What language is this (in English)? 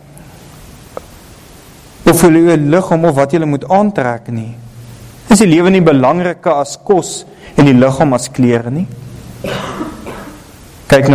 Afrikaans